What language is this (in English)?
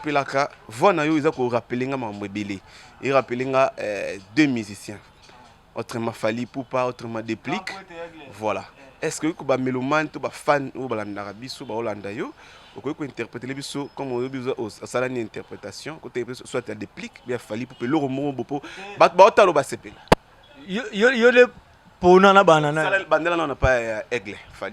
Lingala